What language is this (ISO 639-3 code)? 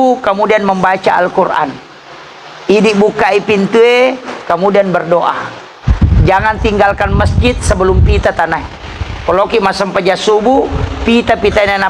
bug